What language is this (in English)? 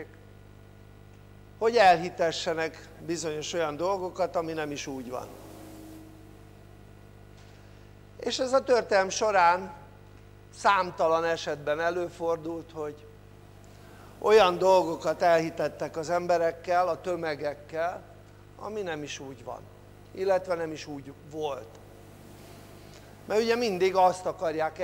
Hungarian